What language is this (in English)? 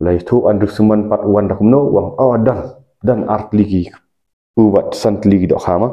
Khasi